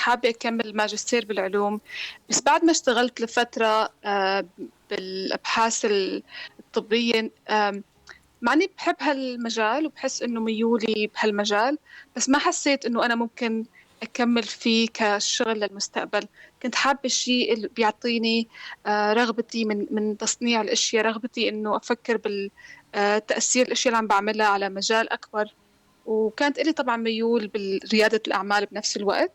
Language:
North Levantine Arabic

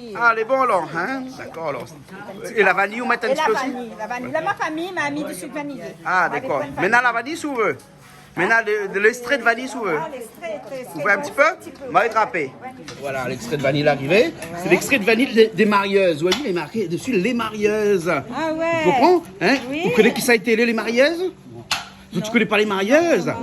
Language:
Réunion Creole French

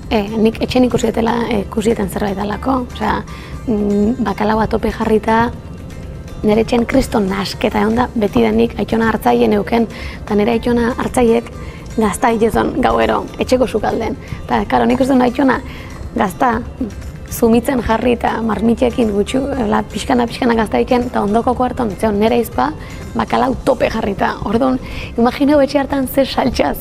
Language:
Basque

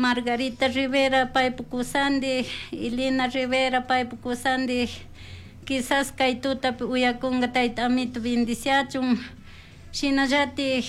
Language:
Chimborazo Highland Quichua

